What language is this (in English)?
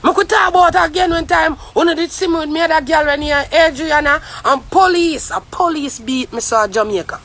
Jamaican Creole English